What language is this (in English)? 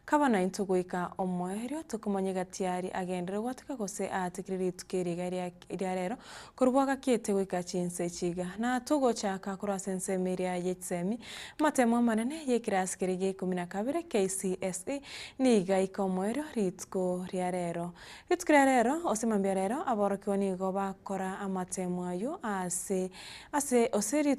Gusii